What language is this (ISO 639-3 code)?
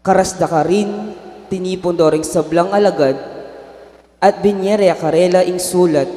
pam